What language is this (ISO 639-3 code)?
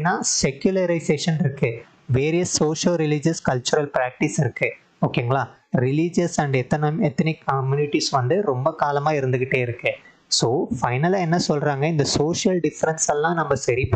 tam